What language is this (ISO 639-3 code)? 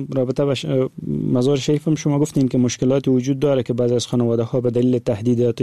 fas